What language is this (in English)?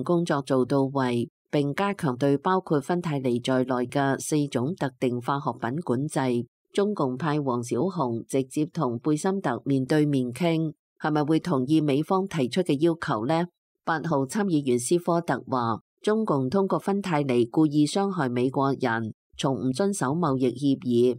Cantonese